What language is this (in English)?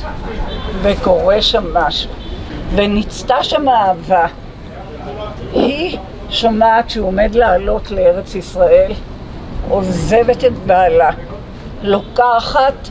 Hebrew